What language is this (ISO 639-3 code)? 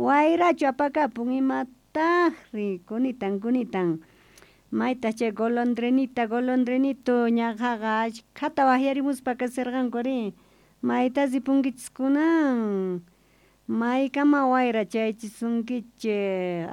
quh